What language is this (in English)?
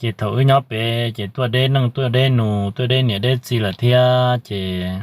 Hmong